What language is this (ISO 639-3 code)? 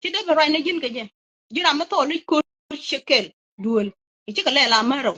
nus